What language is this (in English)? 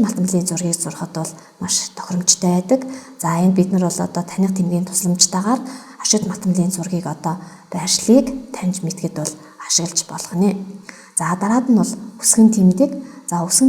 Mongolian